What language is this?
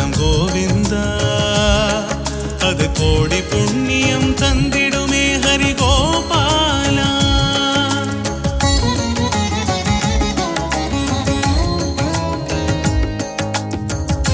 Tamil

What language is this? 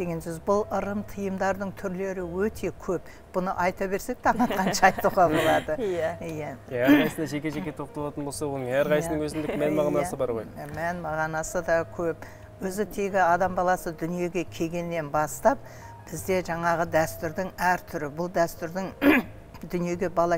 Kazakh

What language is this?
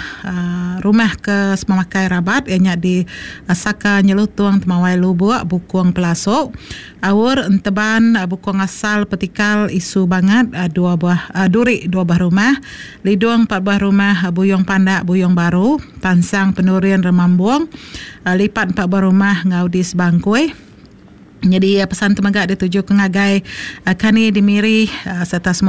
Iban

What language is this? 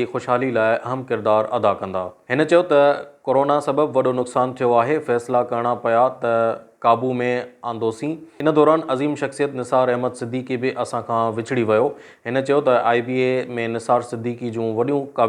Sindhi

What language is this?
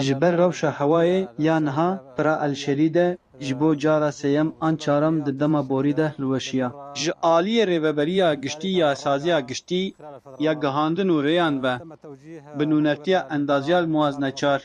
Kurdish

